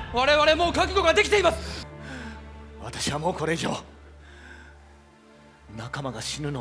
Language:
Japanese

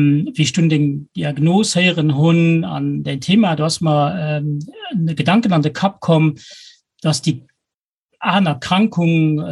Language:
Luxembourgish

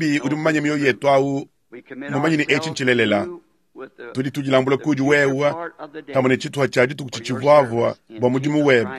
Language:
Luba-Lulua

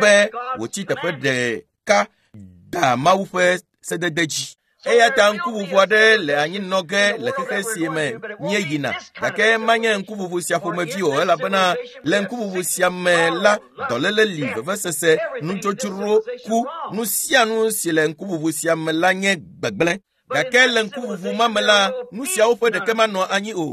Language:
Ewe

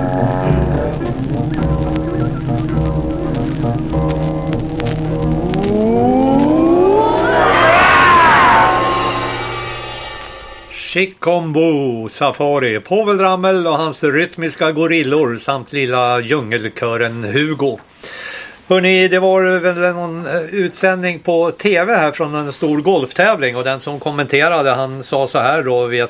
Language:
Swedish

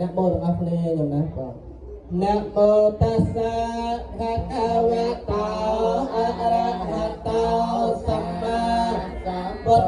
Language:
Khmer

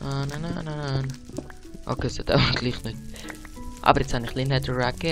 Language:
Swiss German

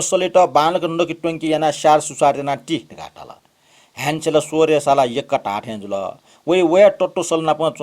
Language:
Newari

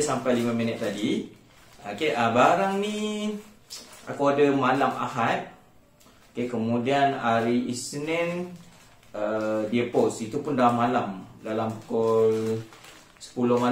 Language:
Malay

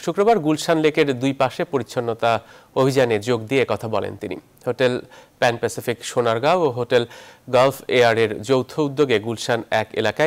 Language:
Bangla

